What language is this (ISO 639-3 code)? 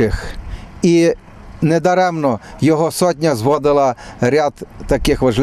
ukr